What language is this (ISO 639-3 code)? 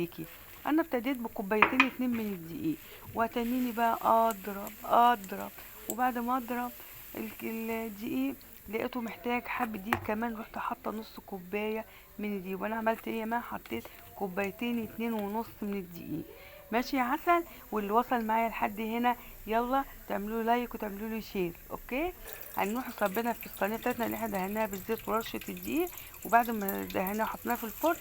arz